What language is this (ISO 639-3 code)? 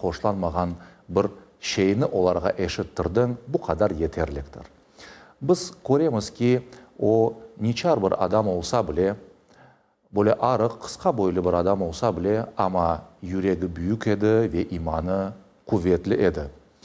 crh